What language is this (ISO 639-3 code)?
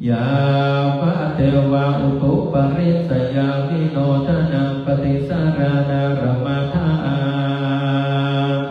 pli